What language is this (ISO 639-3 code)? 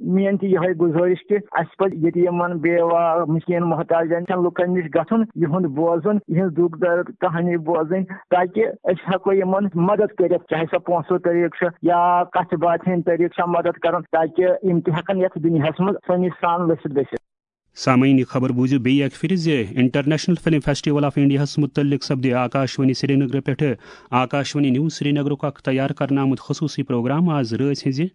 kas